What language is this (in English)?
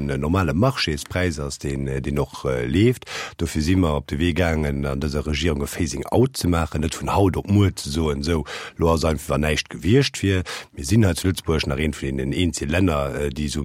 Luxembourgish